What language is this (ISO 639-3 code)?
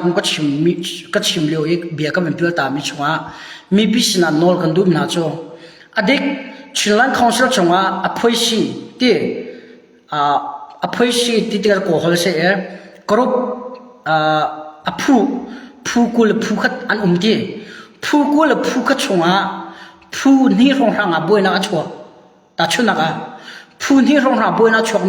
cnh